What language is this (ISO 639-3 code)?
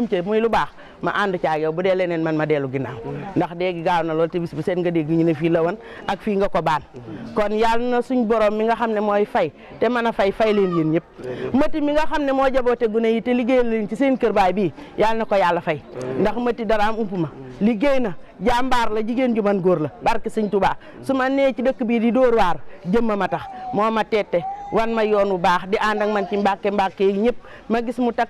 wol